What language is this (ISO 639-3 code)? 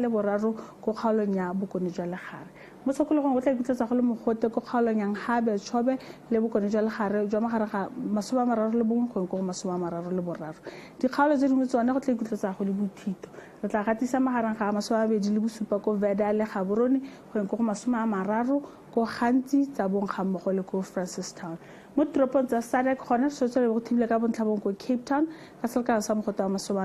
tsn